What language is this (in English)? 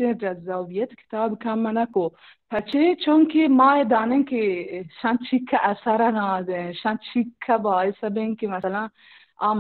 Baluchi